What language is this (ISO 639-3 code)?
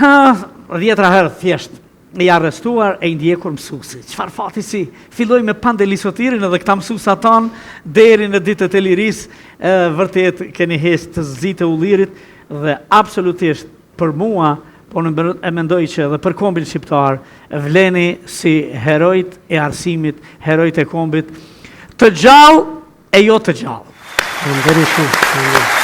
sqi